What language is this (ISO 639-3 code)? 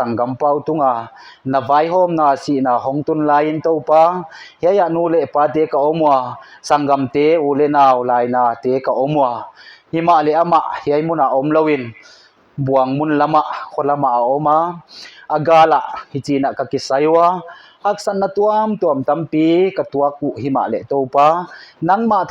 pck